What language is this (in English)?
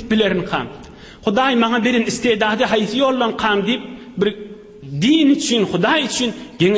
Turkmen